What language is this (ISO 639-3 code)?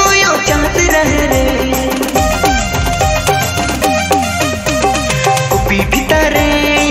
sck